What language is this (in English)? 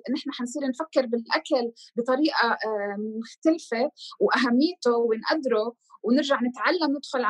North Levantine Arabic